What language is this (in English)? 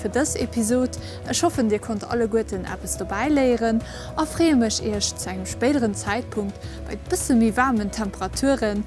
Luxembourgish